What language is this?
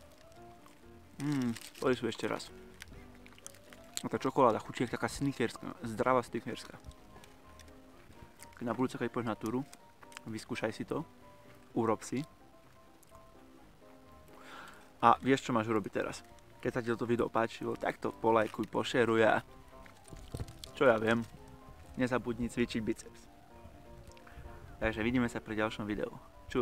Slovak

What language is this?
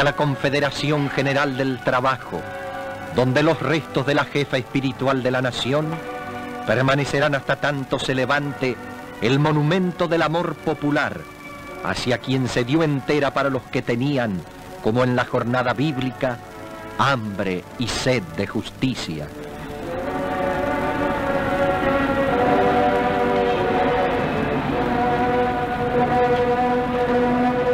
Spanish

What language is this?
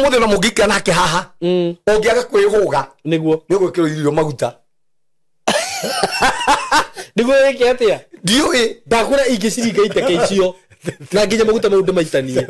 Kikuyu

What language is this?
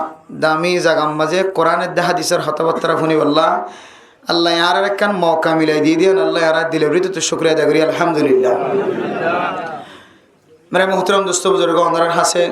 Rohingya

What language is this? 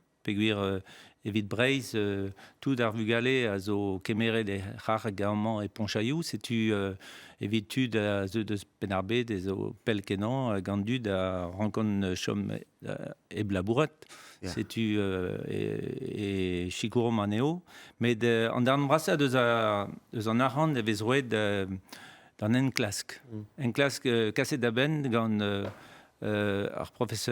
Breton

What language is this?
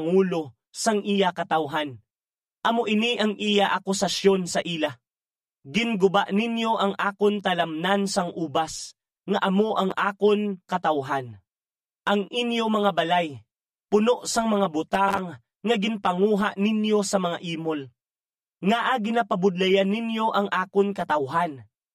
Hiligaynon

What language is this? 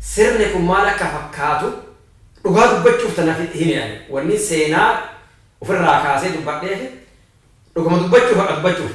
Oromo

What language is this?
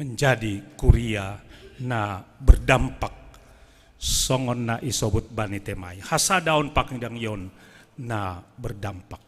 Batak Simalungun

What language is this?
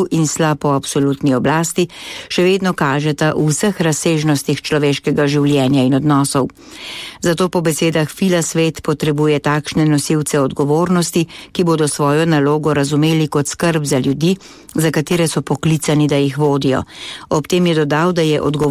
Slovenian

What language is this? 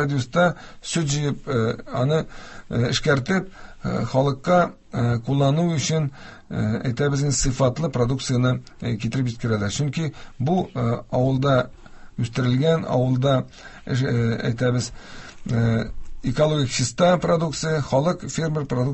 Tatar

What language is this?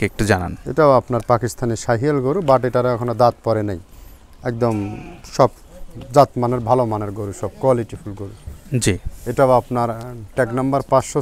Bangla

